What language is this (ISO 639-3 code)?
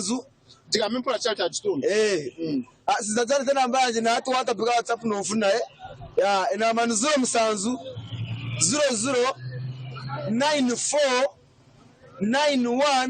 nyn